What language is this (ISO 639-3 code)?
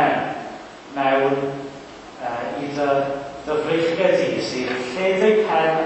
cym